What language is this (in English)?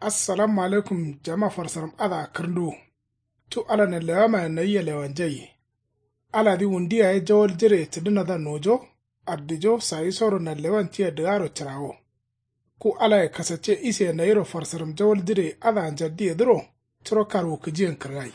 Kanuri